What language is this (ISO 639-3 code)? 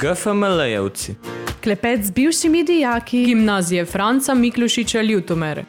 slv